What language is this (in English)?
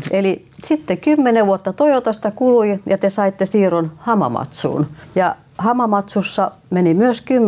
Finnish